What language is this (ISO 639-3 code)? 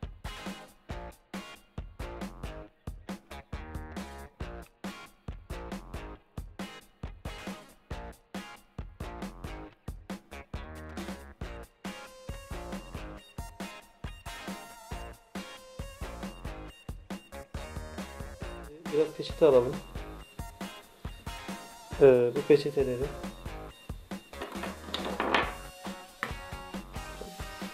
tur